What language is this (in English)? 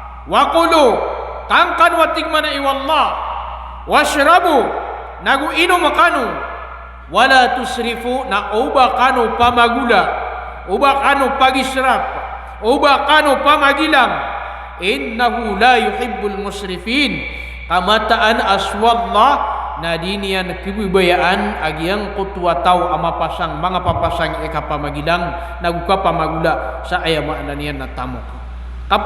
Maranao